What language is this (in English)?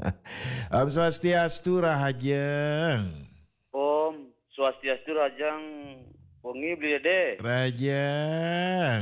Balinese